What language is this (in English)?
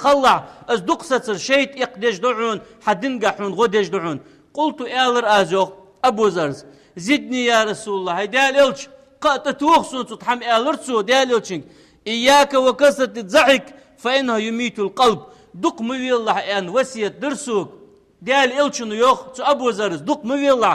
Ingush